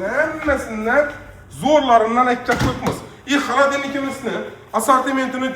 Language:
Uzbek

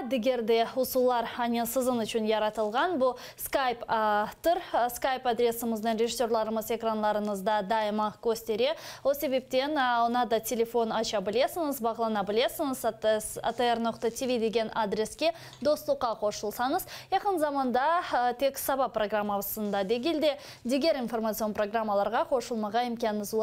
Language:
Crimean Tatar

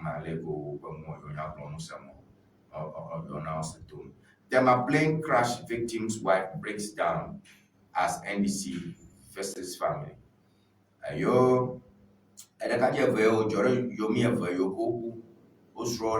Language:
Ewe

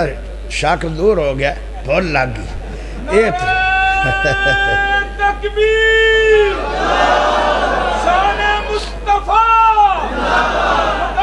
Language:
Urdu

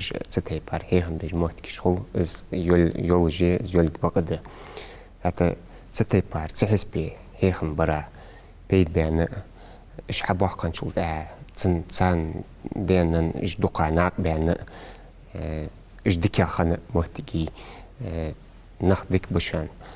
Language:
Ingush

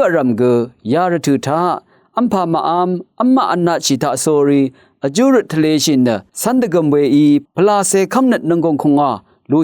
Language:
Rawang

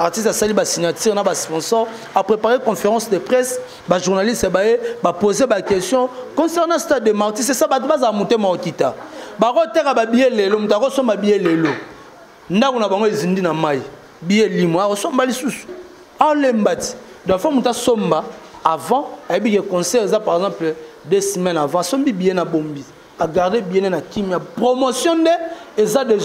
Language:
Lingala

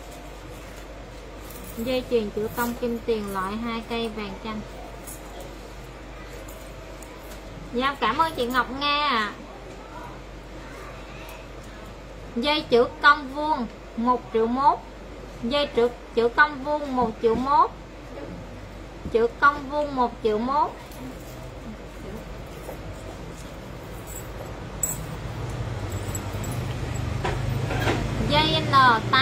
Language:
Vietnamese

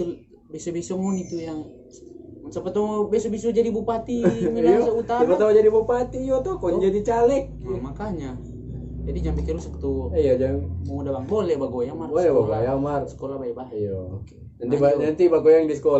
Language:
Manado Malay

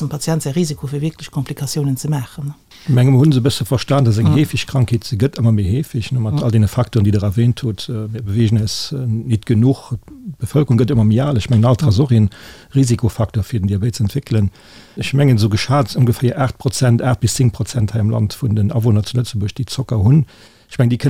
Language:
Luxembourgish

